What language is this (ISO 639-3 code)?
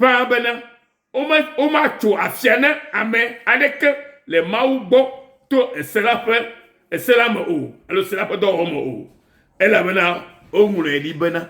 ewe